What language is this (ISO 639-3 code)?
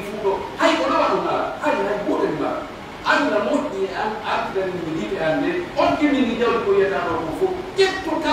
fuf